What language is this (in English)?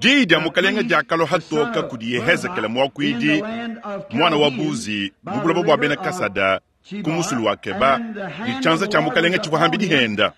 Luba-Lulua